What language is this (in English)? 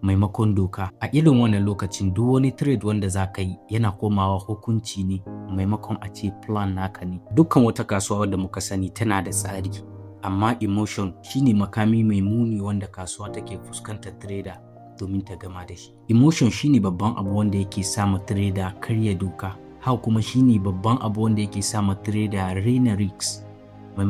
Hausa